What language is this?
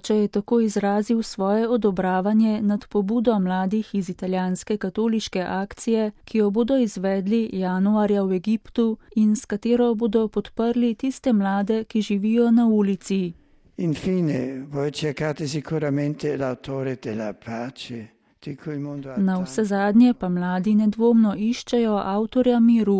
Slovenian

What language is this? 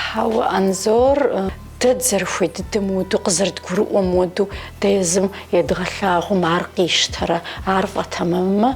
Kabardian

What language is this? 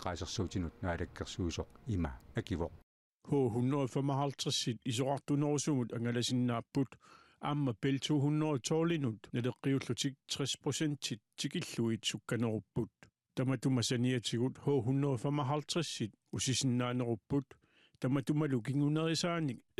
Kalaallisut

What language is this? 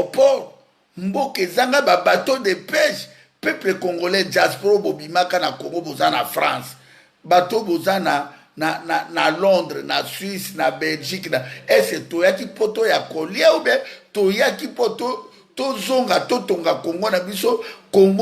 Lingala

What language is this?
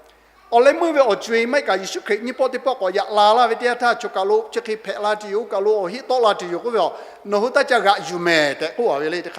Lahu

